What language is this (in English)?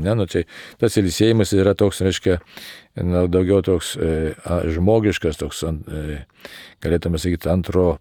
Lithuanian